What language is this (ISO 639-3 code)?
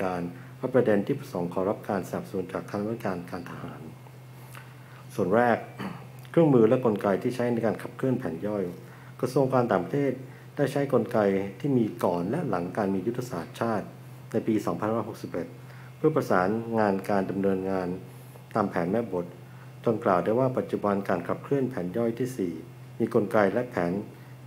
tha